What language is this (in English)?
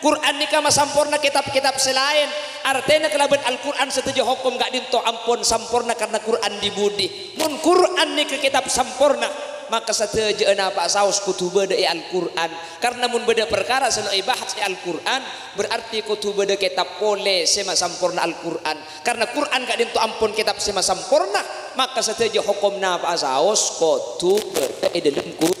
Madurese